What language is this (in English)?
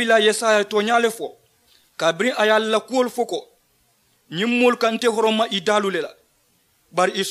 Mandingo